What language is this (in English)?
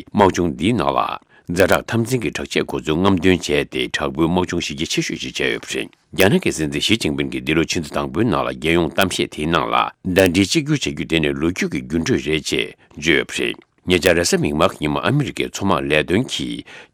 Tibetan